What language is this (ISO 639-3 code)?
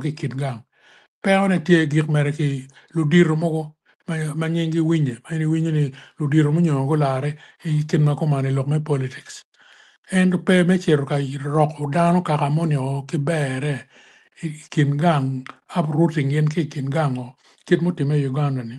ach